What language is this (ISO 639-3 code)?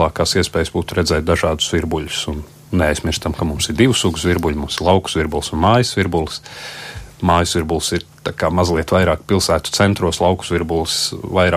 lav